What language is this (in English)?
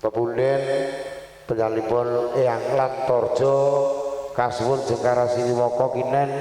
Javanese